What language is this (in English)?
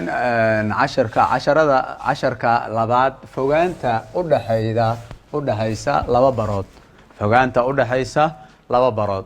Somali